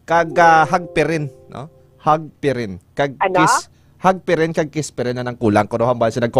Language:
Hiligaynon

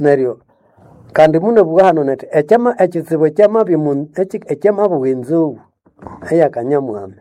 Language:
Nande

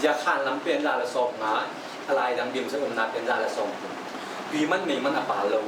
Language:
Tedim Chin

